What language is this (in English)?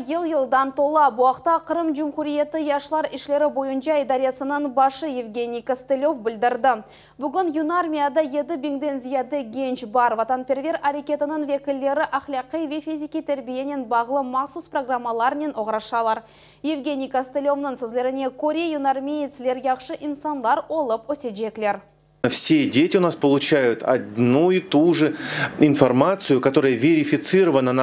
Crimean Tatar